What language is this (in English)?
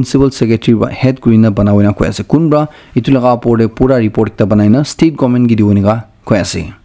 Naga Pidgin